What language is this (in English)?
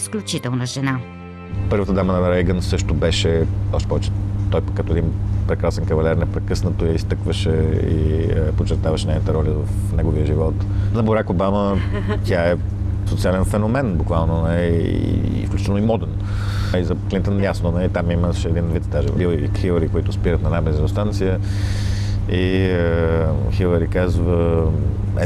Bulgarian